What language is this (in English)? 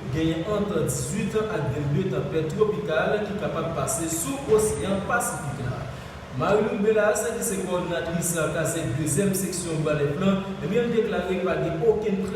Haitian Creole